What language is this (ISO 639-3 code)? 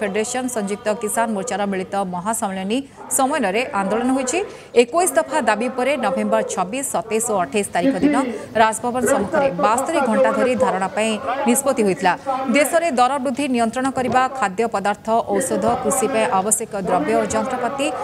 ori